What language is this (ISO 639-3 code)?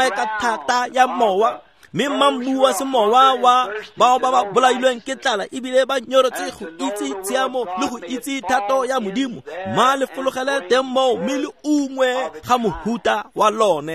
tsn